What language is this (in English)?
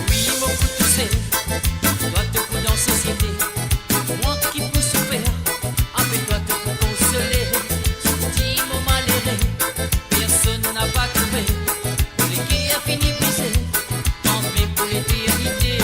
Morisyen